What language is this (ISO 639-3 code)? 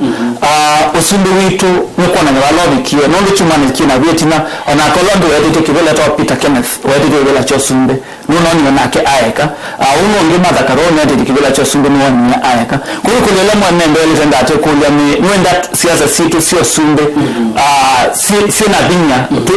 kam